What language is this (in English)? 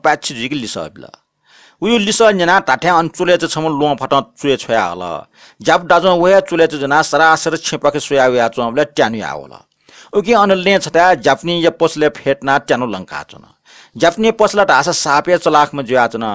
Newari